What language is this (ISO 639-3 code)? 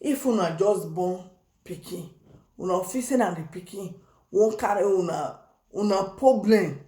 pcm